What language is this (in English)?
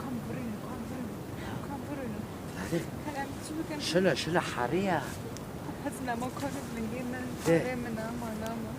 Kurdish